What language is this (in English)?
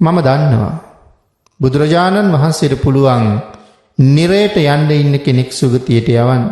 Sinhala